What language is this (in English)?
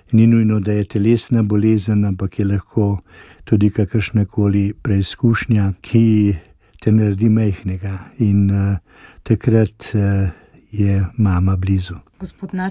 Slovenian